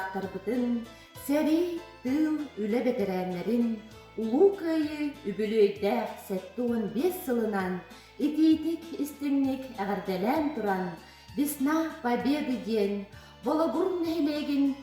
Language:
Yakut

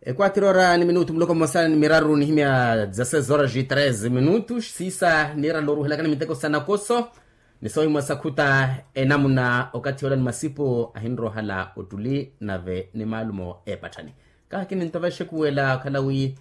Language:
Makhuwa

